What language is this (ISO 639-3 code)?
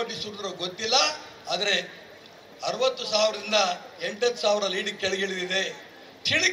kan